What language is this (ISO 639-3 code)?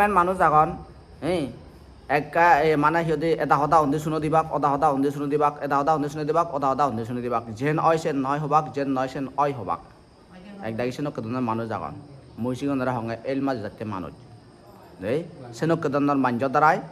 ccp